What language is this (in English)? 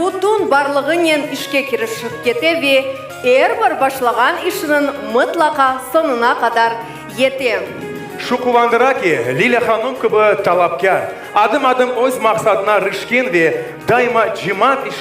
Crimean Tatar